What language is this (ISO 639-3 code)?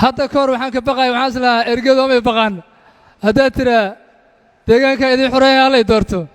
som